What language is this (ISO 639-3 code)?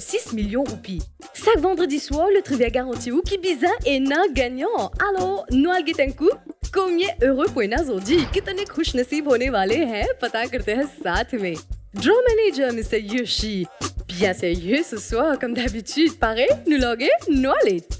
mfe